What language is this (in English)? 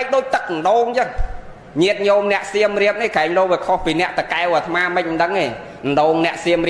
Khmer